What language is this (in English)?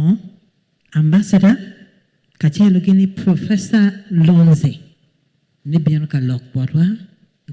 Acoli